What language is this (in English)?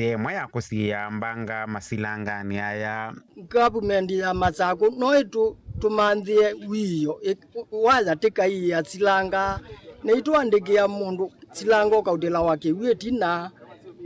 Kamba